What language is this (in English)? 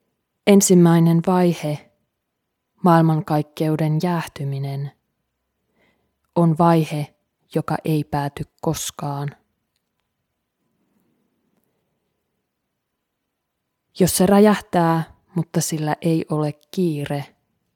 Finnish